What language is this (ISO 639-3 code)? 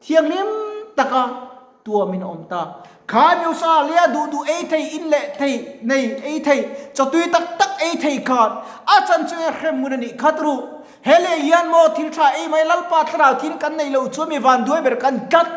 lus